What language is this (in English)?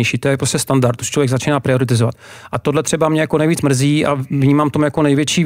Czech